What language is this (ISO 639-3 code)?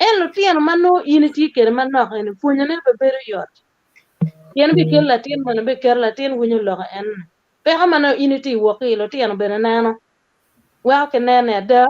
ach